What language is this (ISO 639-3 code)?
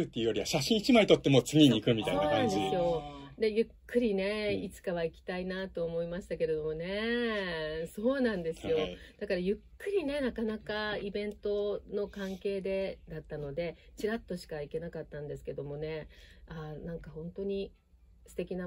jpn